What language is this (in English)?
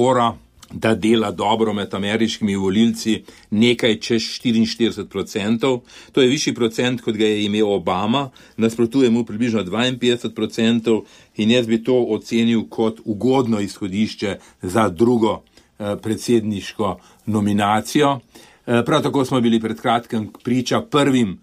Slovenian